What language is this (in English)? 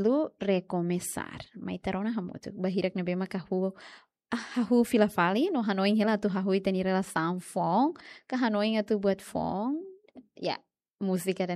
Tetum